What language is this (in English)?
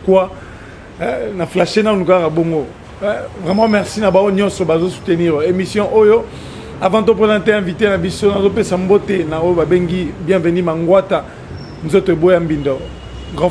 Lingala